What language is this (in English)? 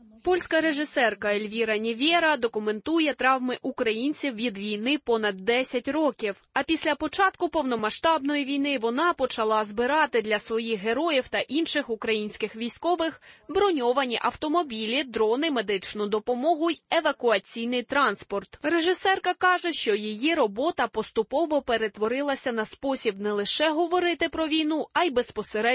Ukrainian